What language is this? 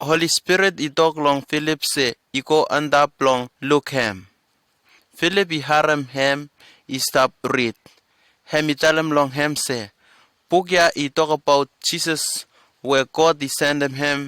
Bislama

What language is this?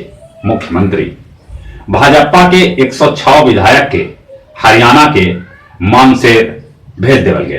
Magahi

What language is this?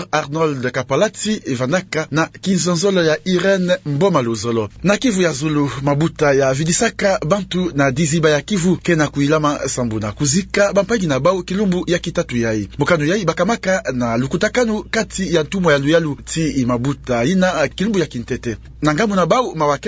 Kituba (Democratic Republic of Congo)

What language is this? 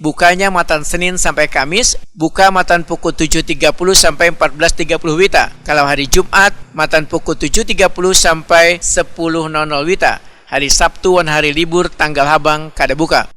Banjar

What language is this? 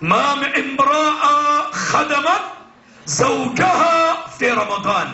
Maranao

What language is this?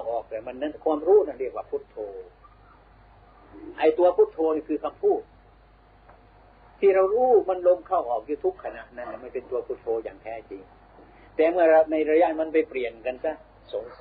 Thai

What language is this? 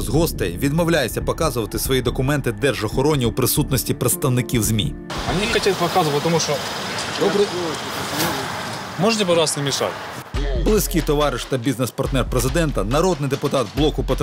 Ukrainian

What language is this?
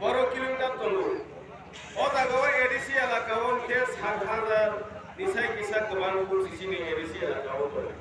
Kok Borok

